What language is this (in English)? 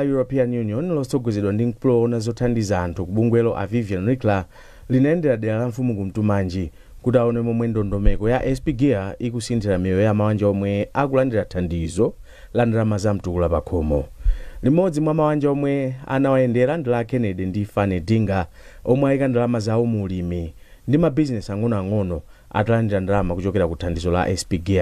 Nyanja